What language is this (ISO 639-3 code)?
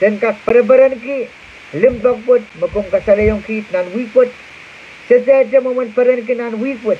pon